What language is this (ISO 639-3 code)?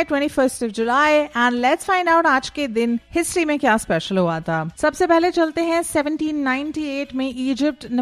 hin